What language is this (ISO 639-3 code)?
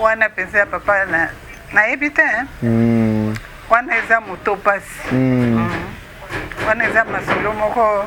lin